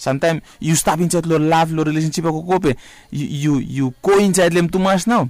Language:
Bislama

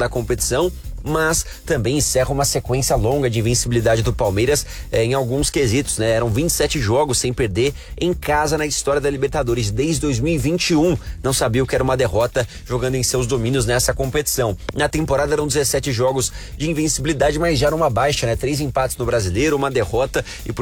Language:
Portuguese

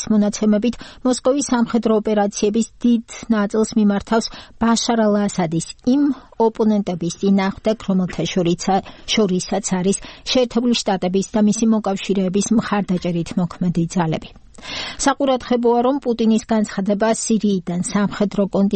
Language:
Georgian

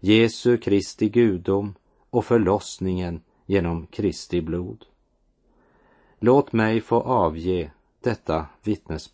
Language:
Swedish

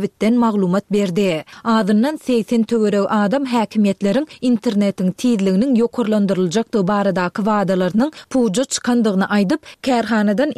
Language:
Turkmen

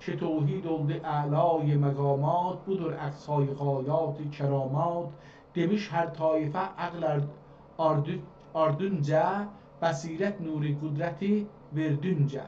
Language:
South Azerbaijani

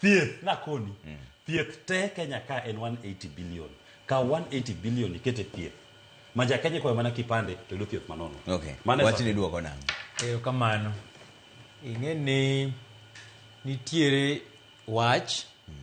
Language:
Luo (Kenya and Tanzania)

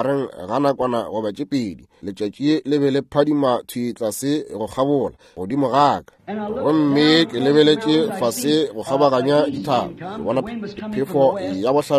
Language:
Northern Sotho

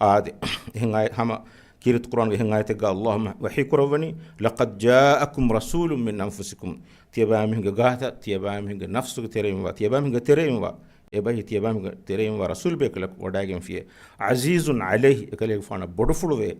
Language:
Divehi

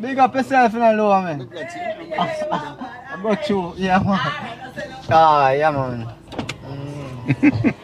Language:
Jamaican Creole English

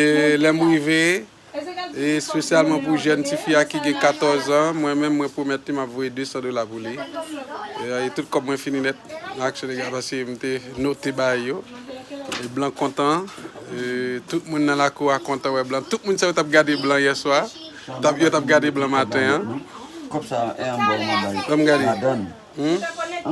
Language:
Haitian Creole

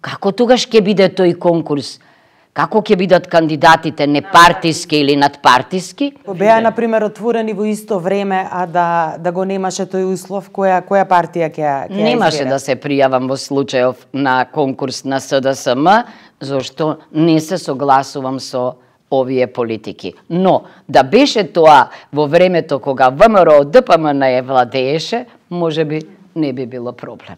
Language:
Macedonian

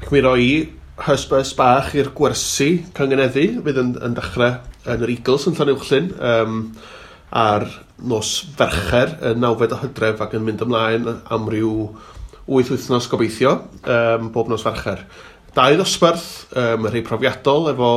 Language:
Welsh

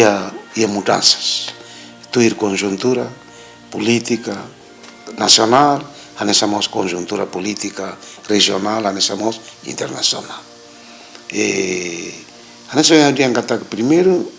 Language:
Tetum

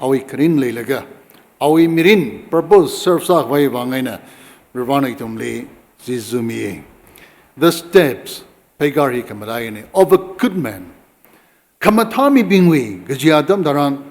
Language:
Tangkhul Naga (India)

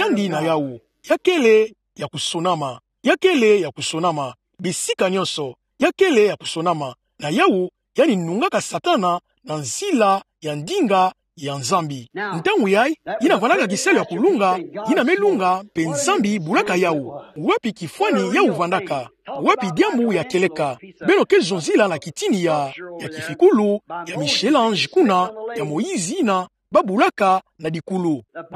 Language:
Kituba (Democratic Republic of Congo)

